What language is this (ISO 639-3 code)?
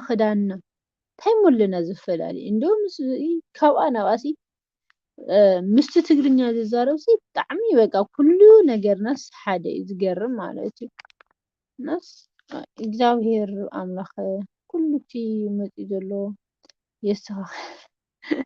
tir